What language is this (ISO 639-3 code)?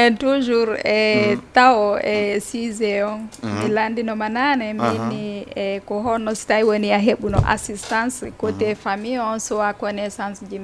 ful